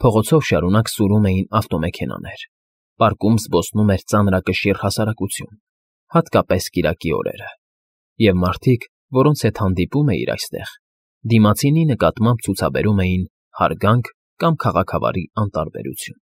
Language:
Armenian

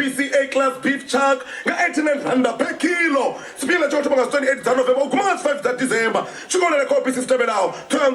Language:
Venda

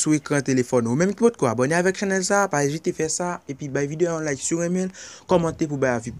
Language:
Haitian Creole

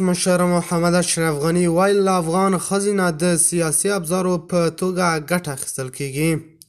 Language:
Pashto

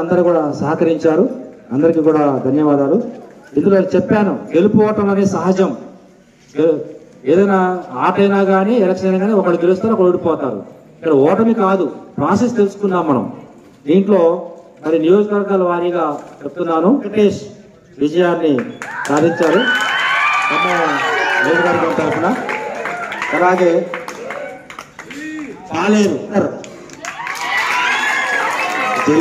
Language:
Telugu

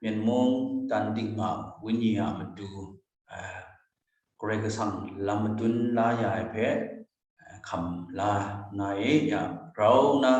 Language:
Kachin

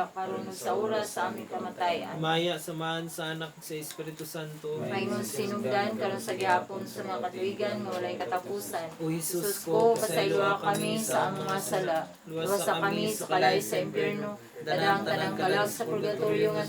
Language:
Cebuano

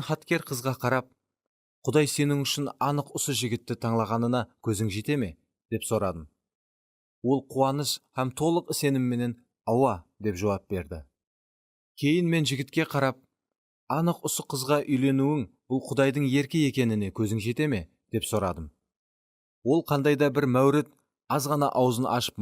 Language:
Kara-Kalpak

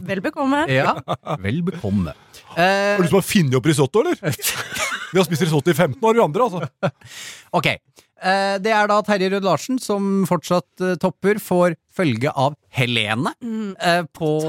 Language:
Norwegian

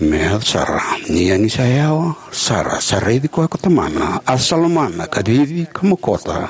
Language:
Fijian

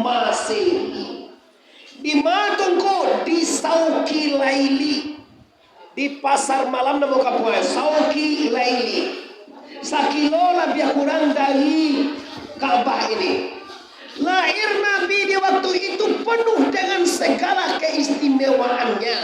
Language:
Minangkabau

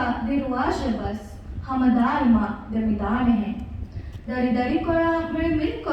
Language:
Divehi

